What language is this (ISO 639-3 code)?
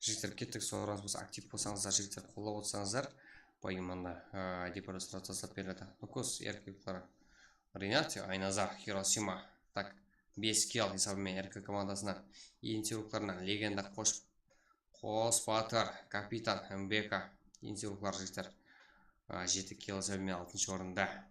kaa